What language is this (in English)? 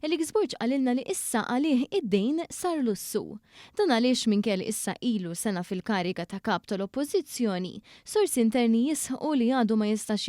Maltese